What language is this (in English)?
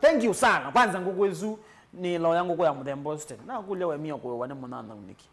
Kamba